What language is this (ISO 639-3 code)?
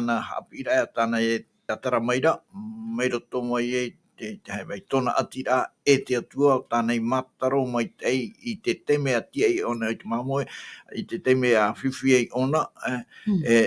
tah